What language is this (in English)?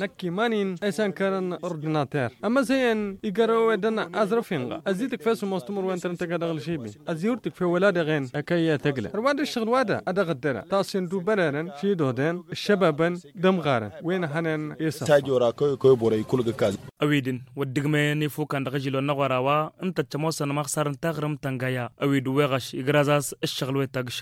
Tamasheq